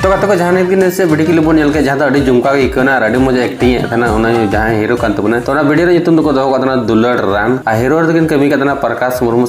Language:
Santali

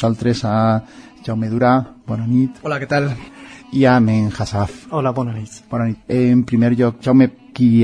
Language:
Catalan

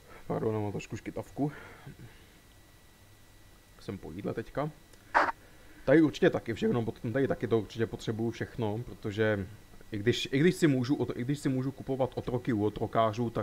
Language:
Czech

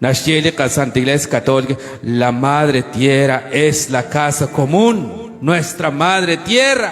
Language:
Kekchí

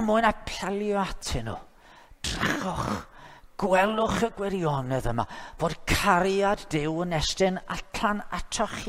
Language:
Welsh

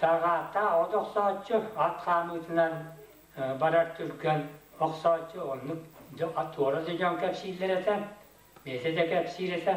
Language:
Yakut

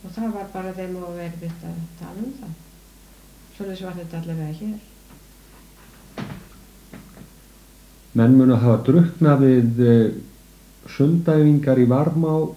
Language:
Icelandic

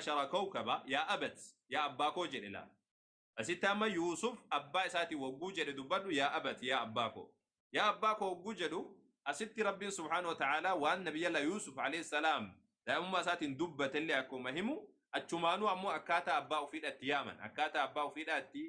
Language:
Oromo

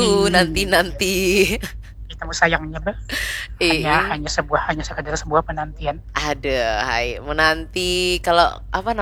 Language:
Banjar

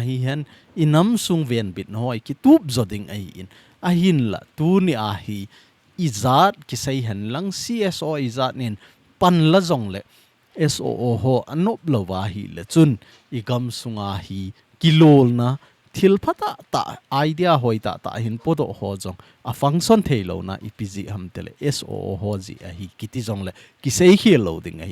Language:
Thado Chin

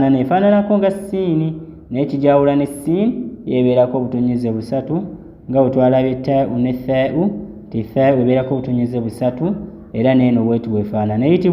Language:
Ganda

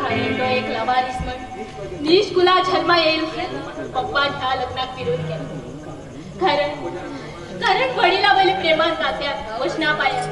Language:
Konkani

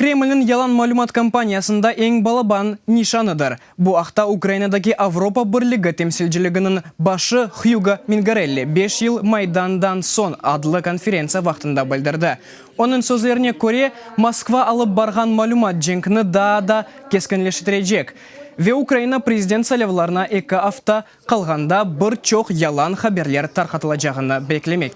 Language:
Crimean Tatar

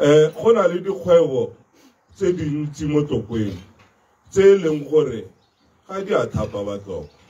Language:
Tswana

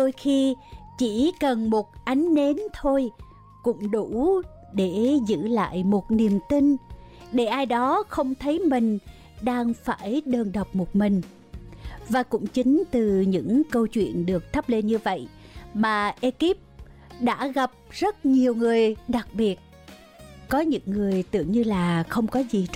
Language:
Vietnamese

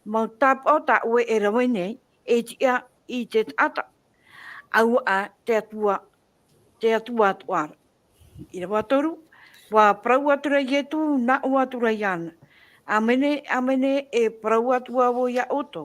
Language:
Tahitian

